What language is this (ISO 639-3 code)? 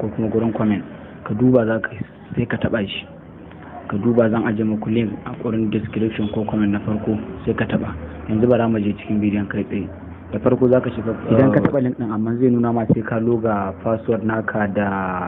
hau